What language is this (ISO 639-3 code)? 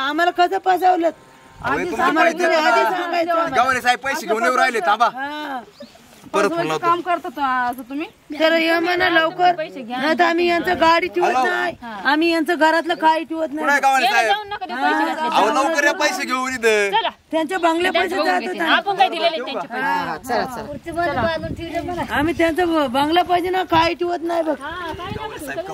mar